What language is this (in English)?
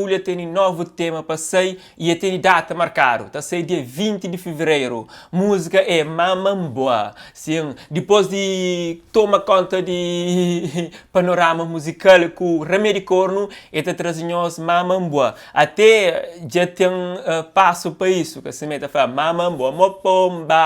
Kabuverdianu